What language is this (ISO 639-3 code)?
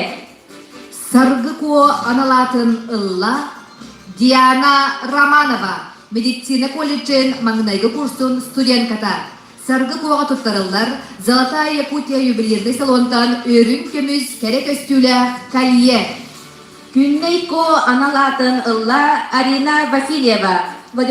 sah